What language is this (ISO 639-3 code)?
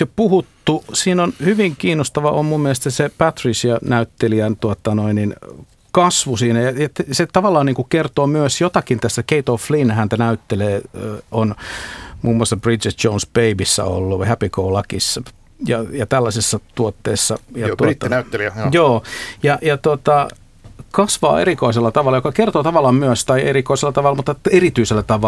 fin